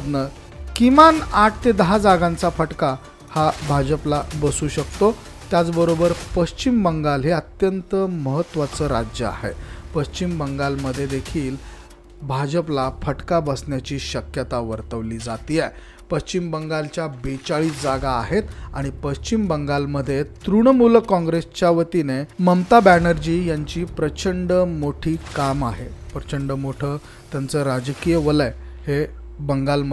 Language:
Marathi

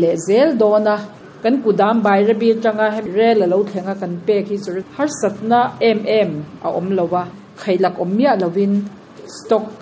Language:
Mizo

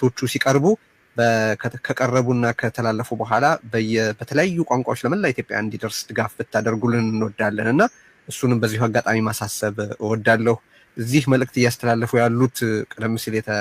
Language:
Amharic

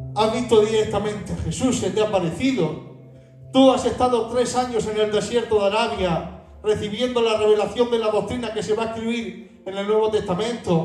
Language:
Spanish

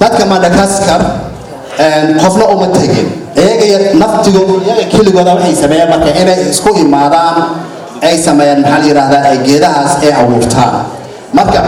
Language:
Somali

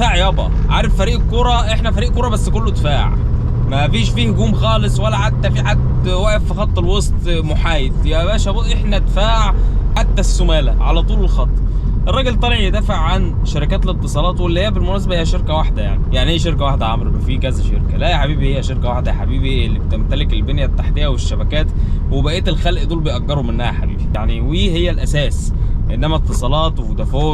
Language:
Egyptian Arabic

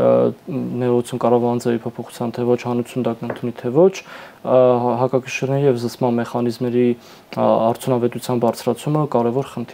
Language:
Armenian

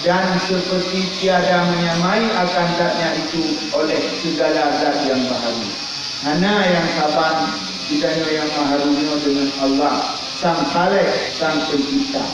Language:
Achinese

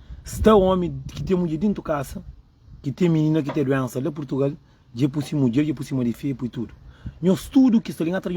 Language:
Kabuverdianu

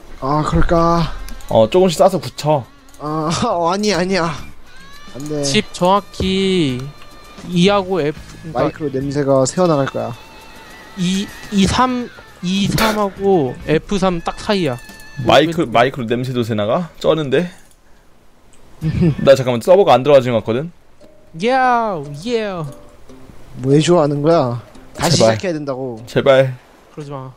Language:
Korean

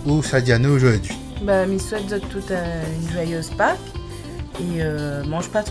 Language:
Réunion Creole French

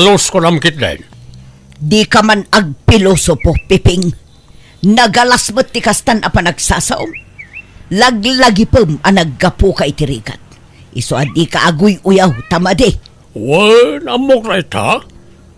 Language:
Iloko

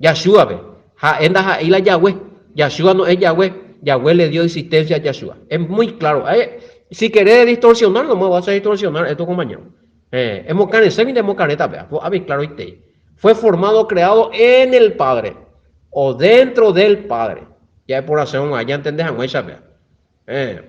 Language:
Guarani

